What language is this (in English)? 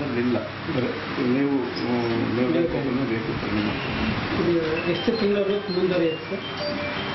Kannada